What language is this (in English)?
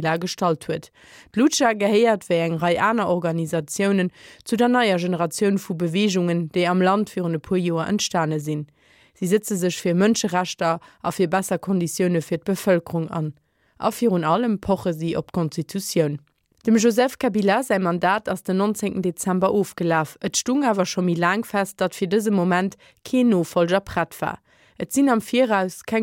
Luxembourgish